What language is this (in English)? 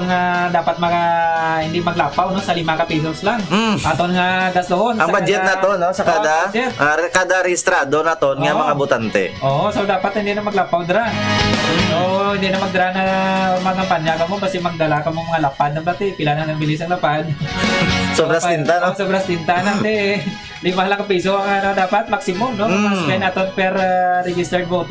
Hiligaynon